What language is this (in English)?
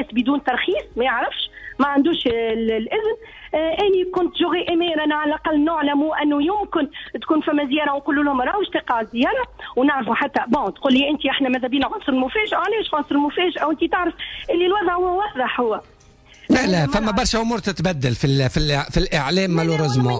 Tunisian Arabic